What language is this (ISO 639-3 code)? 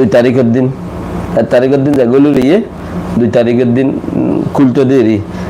rhg